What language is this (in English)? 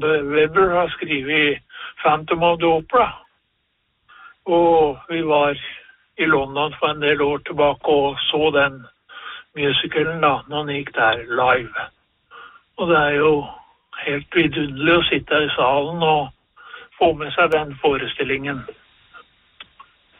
Norwegian